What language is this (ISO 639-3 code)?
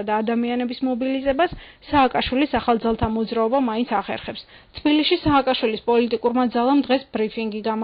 kat